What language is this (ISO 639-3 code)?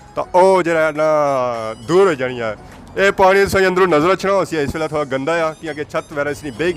phr